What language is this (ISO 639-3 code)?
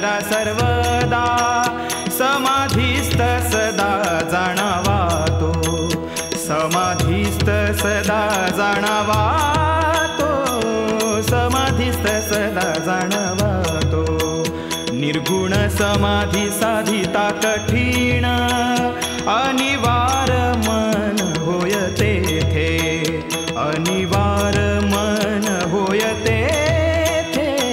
mar